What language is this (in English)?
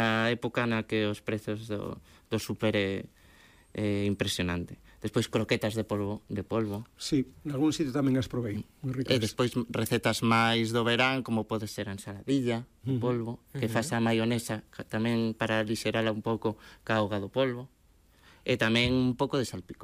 Galician